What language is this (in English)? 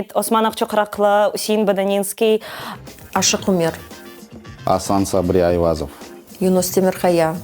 Crimean Tatar